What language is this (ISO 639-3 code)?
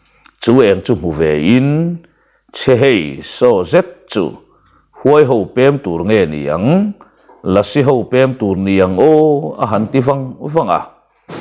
lus